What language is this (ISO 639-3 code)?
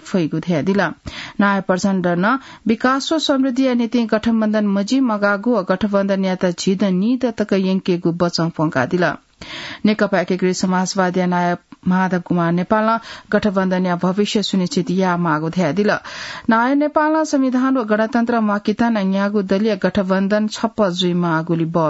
new